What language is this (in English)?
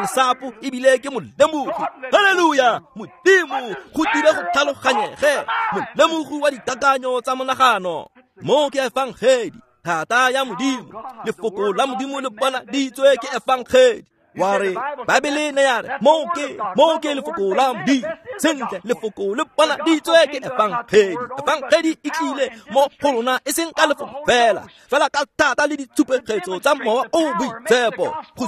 Tswana